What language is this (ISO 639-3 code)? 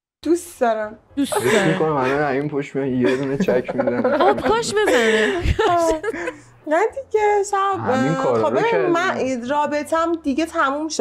fas